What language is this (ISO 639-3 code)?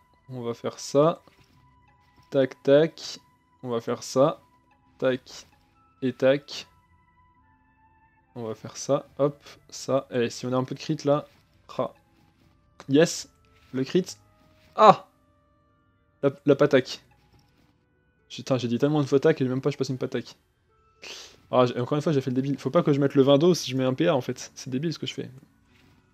fra